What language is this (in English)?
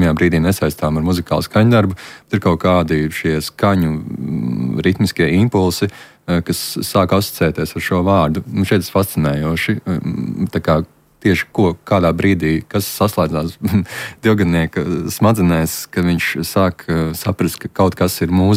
Latvian